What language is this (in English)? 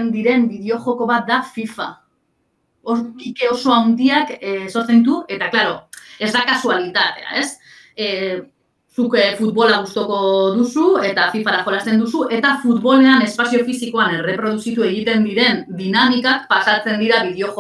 Basque